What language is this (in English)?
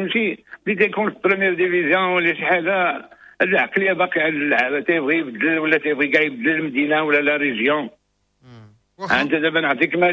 Moroccan Arabic